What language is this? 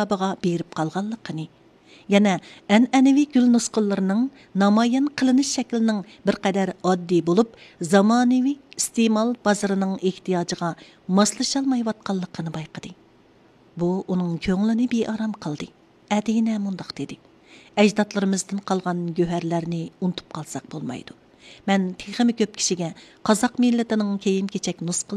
Uyghur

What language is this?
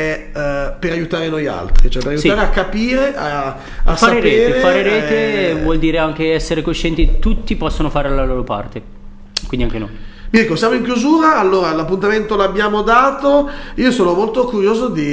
Italian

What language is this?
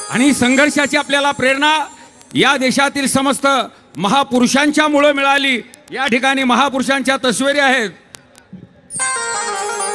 Marathi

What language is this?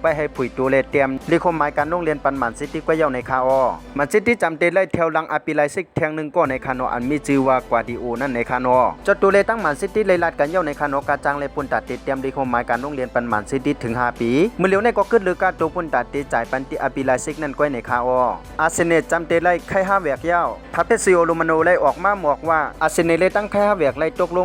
Shan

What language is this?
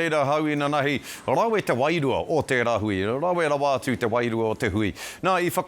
Māori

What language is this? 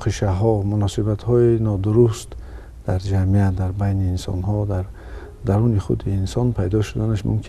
Tajik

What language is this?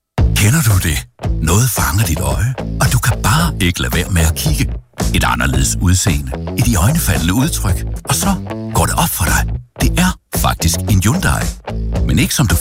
Danish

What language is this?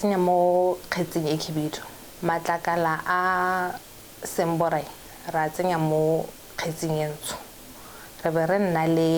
Tswana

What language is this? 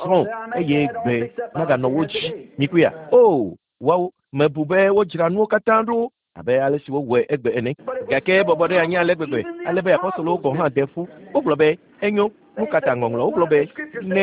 Ewe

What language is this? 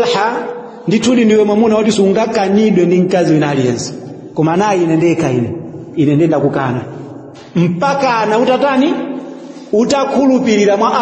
Nyanja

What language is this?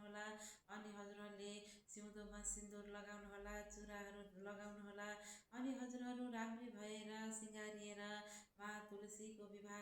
Nepali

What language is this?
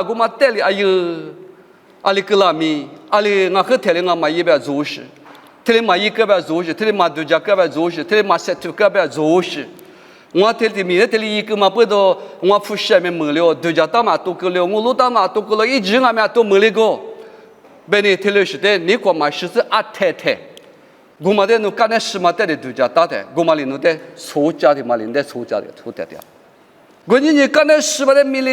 Lisu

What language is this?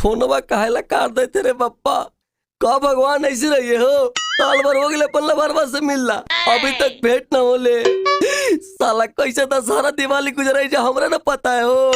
Magahi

